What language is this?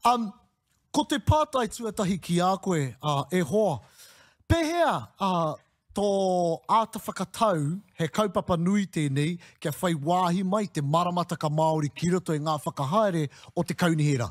Māori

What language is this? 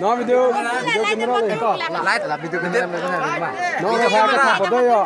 Karbi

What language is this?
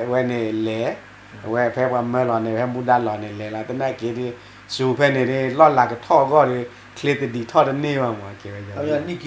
S'gaw Karen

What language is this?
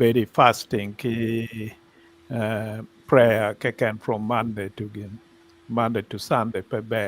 Acoli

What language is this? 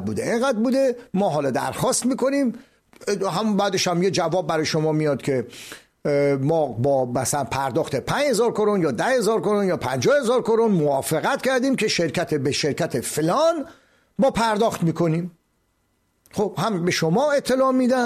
Persian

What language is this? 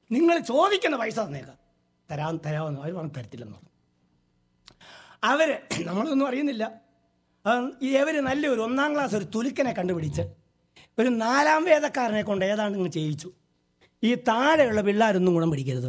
Malayalam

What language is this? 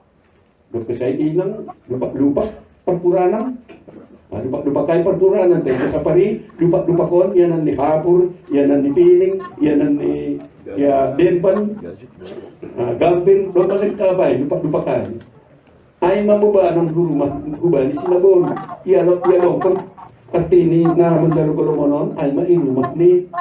Batak Simalungun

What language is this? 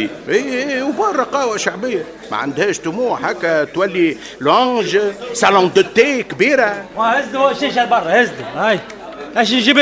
Tunisian Arabic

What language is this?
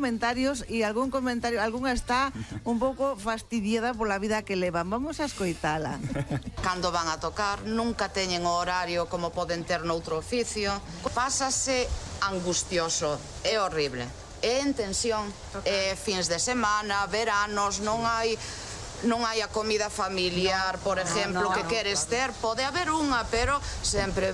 Galician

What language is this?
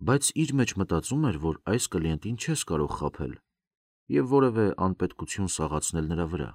Armenian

